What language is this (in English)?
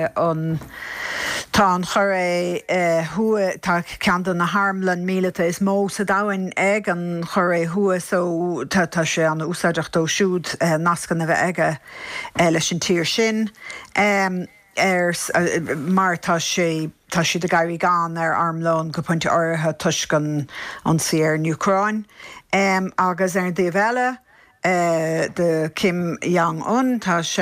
Irish